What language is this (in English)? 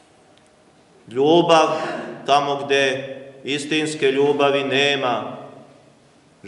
Serbian